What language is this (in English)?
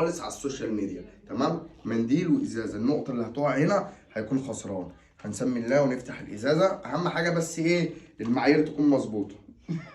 Egyptian Arabic